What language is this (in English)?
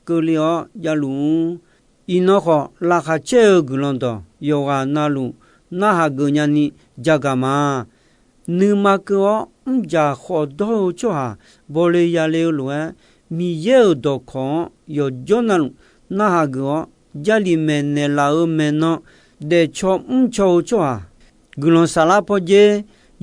Akha